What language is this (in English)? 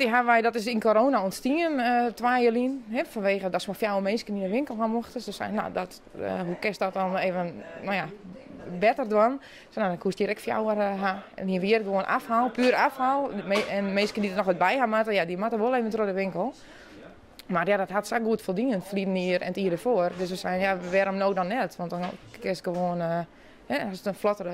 Western Frisian